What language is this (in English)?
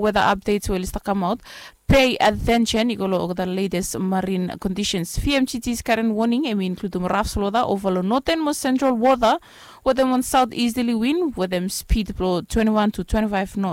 Bislama